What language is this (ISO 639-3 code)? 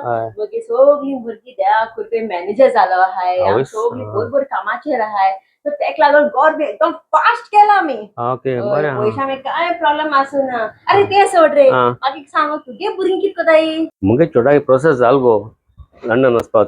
kok